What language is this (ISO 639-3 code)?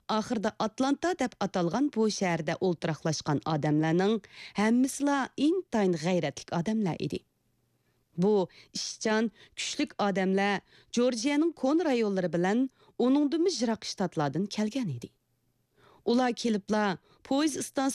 uig